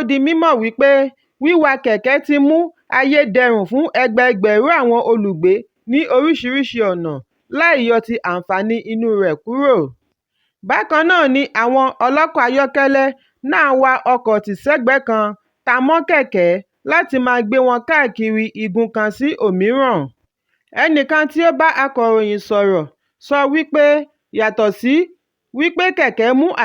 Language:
Yoruba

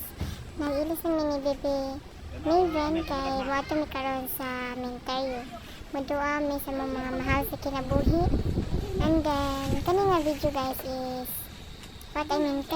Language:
Cebuano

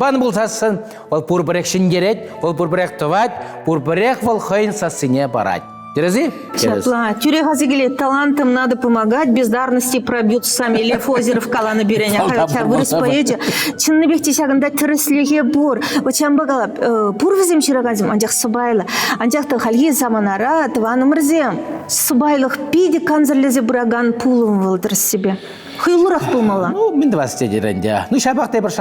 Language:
Chuvash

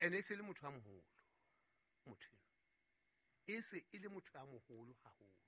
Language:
Southern Sotho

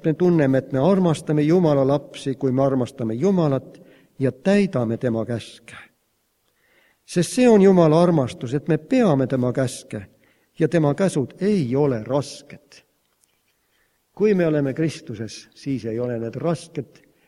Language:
Estonian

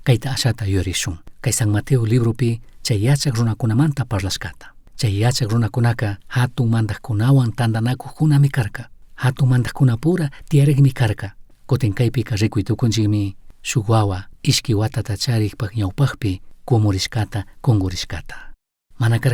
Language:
Chimborazo Highland Quichua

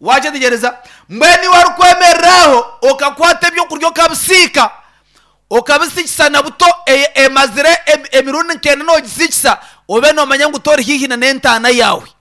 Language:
Nyankole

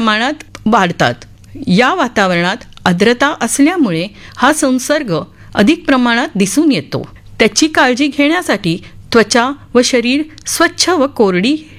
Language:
Marathi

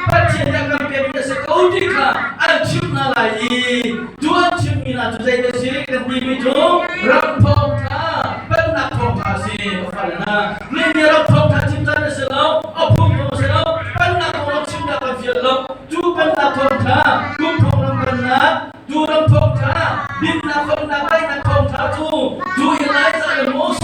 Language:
Hakha Chin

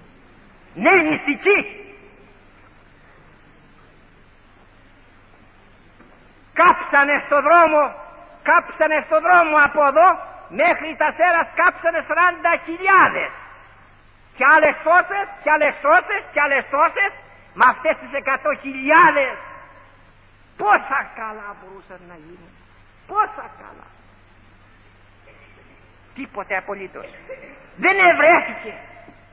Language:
Greek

